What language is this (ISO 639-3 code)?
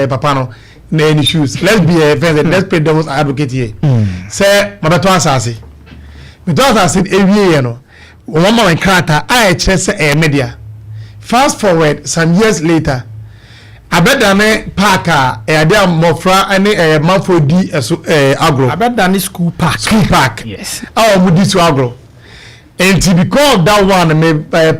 aka